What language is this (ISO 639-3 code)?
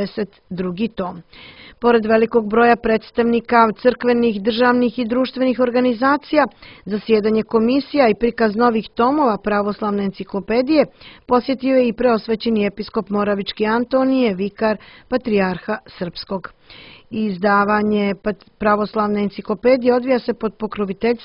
srp